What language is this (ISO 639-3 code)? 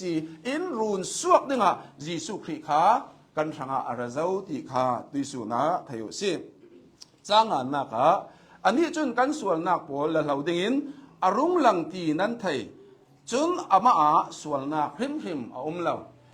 cnh